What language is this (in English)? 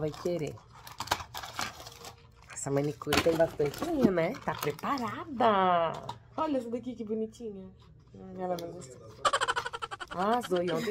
Portuguese